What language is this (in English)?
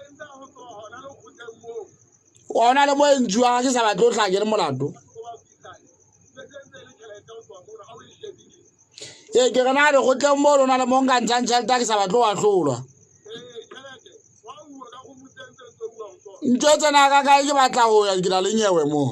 Southern Sotho